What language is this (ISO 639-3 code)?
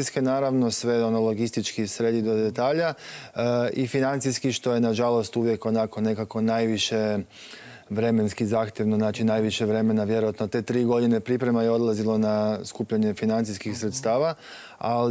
hrv